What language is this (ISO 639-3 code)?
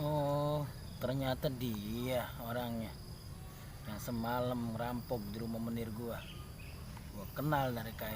bew